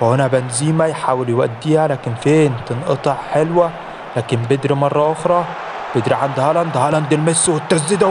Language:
Egyptian Arabic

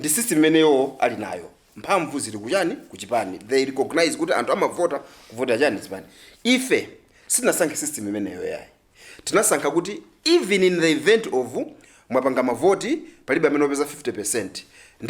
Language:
Nyanja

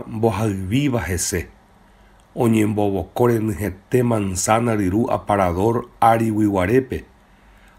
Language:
Guarani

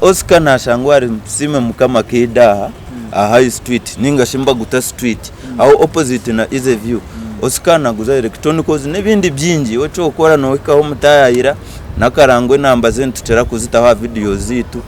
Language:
Nyankole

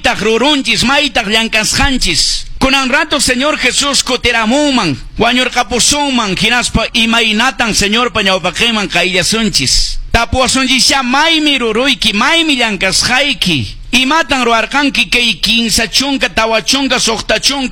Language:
Quechua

